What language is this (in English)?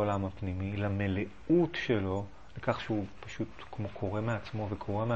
Hebrew